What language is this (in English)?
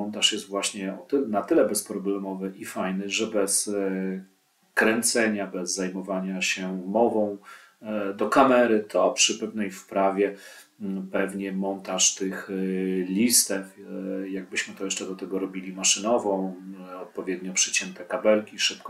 Polish